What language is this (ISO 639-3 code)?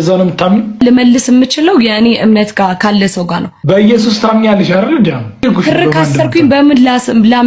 amh